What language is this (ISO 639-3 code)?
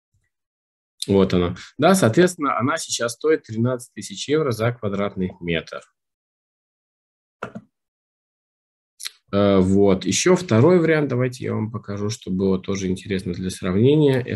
rus